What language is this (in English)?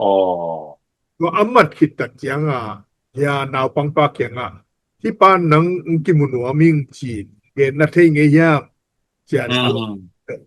Tedim Chin